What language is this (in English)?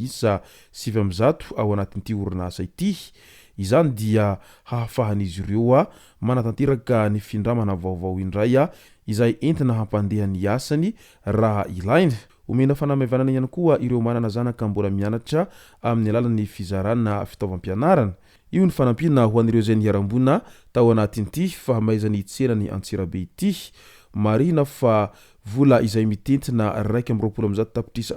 Malagasy